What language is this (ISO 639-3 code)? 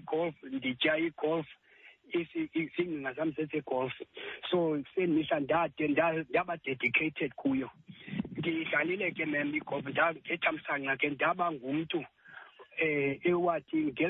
xho